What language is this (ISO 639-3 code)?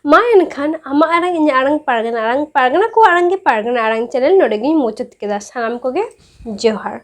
sat